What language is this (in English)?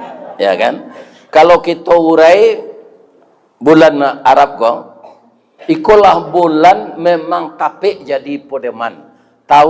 Minangkabau